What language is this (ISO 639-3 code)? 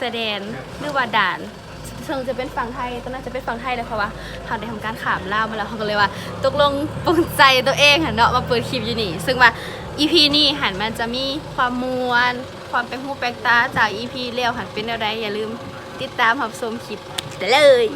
lao